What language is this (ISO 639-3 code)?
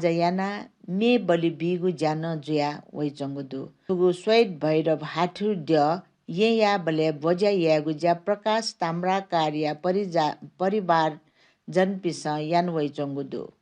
new